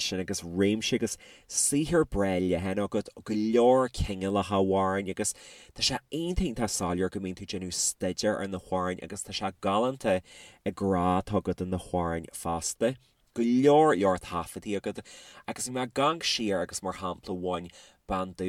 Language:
Irish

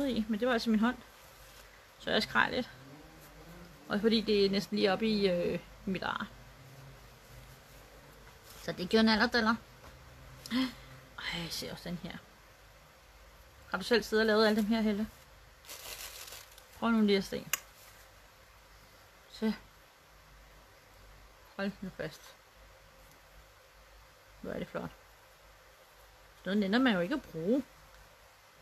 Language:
Danish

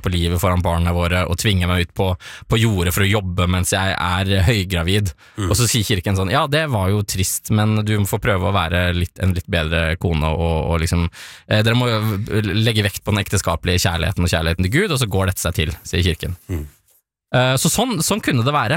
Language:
Norwegian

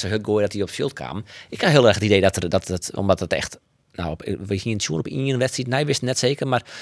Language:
Western Frisian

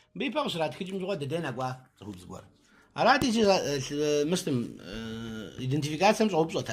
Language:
Kabardian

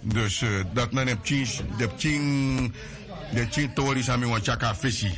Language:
Sranan Tongo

